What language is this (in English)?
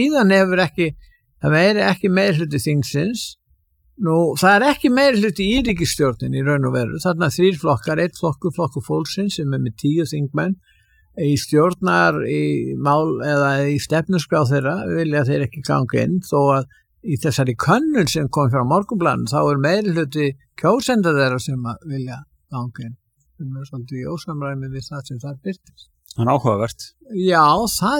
Icelandic